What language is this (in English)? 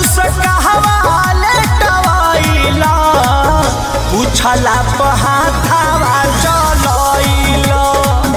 Bhojpuri